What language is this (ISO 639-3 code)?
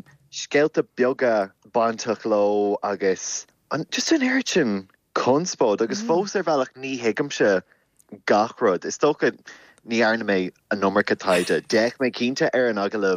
gle